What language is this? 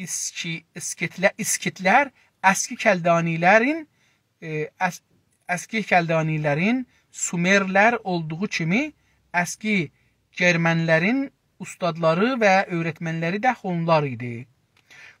South Azerbaijani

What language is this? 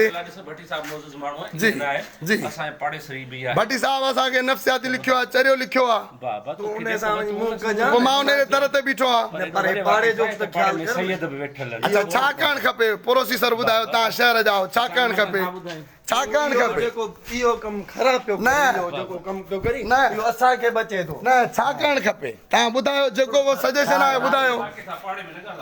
Sindhi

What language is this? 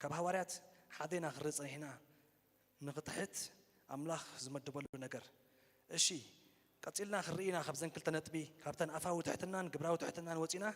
Tigrinya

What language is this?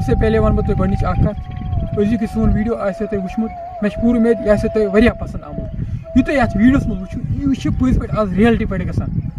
Kashmiri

